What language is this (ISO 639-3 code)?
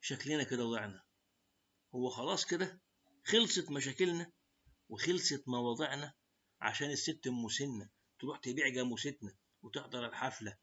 arz